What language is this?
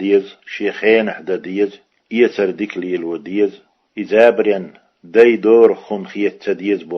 Chechen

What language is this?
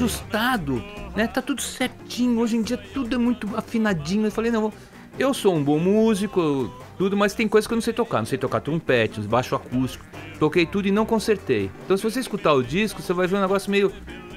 Portuguese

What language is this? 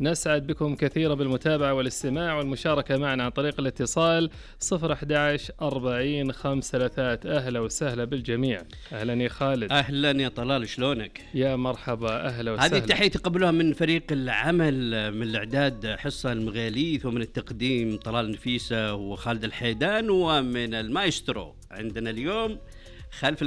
Najdi Arabic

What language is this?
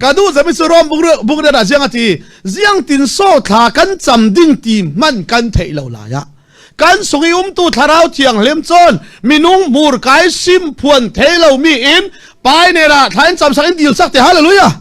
Falam Chin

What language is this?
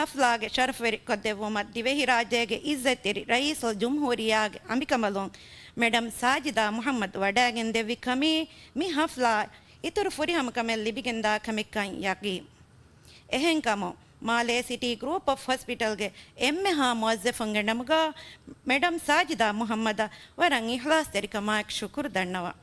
Divehi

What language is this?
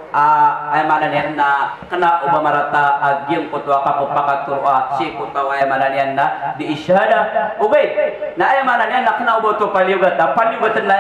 Maranao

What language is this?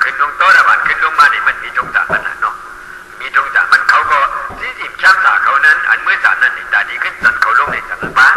Shan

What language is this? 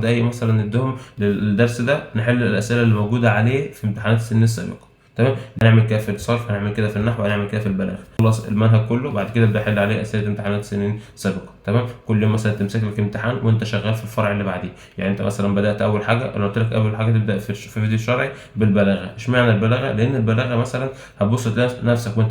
Egyptian Arabic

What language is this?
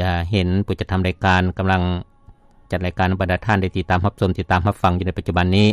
Lao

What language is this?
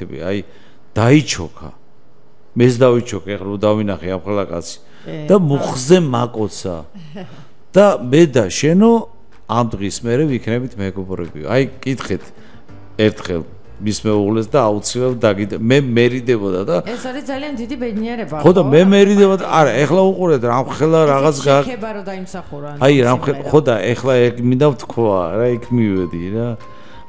Georgian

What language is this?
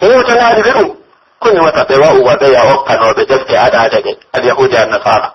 Pular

